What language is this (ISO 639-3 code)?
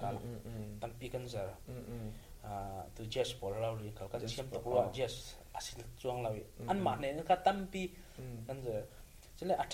cfm